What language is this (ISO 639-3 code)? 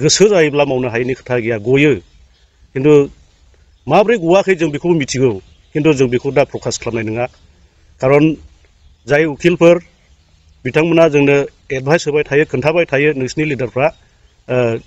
brx